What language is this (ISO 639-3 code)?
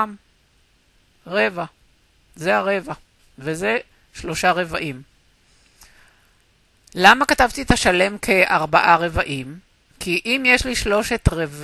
heb